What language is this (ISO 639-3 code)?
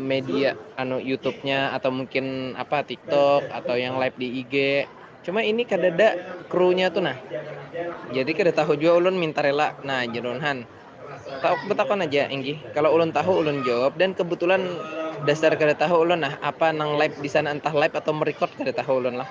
bjn